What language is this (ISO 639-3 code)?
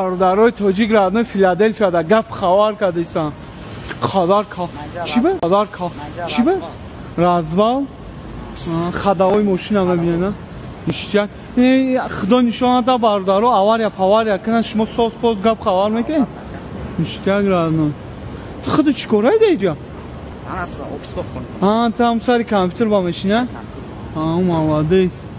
tgk